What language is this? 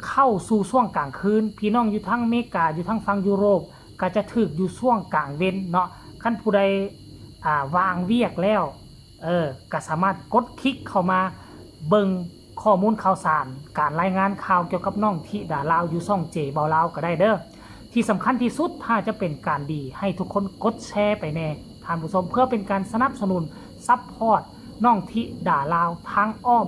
Northeastern Thai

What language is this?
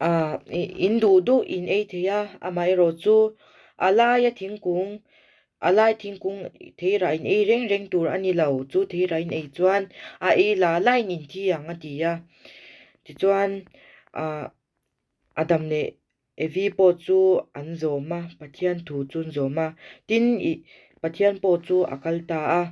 Mizo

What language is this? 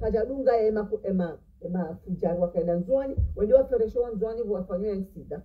Ngazidja Comorian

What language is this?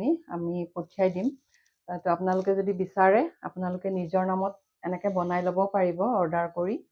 Assamese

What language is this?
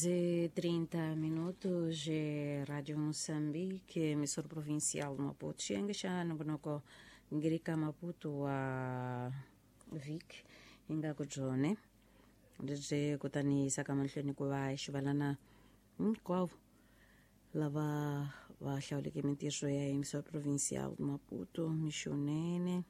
Tsonga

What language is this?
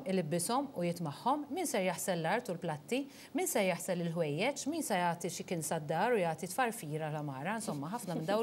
Maltese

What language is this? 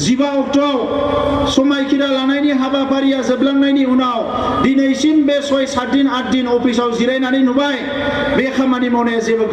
Bodo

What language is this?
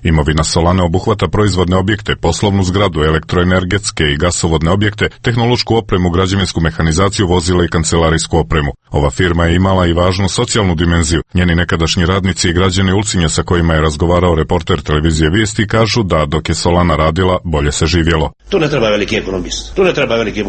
Serbian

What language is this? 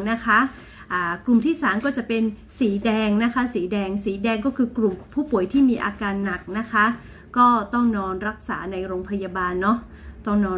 Lahu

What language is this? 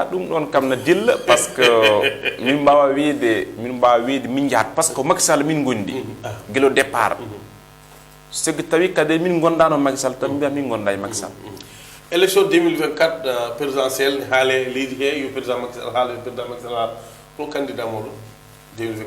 Fula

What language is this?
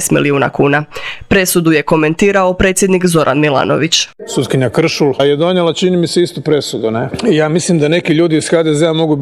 Croatian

